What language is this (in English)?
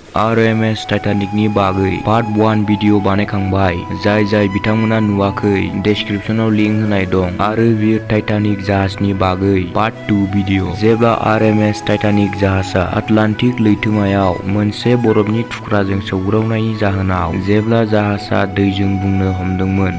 Bodo